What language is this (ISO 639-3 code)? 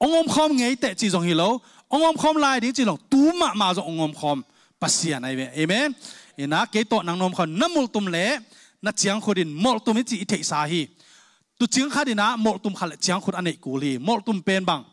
ctd